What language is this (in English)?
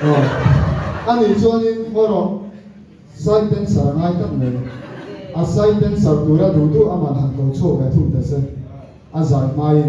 Hmar